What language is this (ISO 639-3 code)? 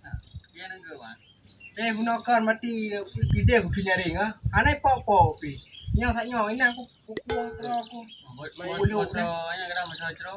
ace